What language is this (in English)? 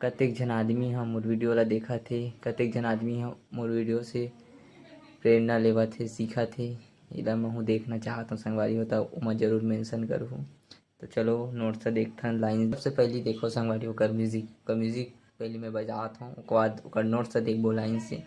Chhattisgarhi